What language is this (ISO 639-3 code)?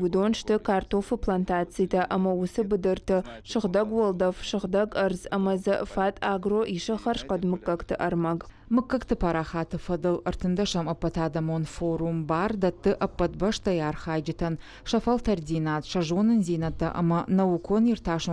oss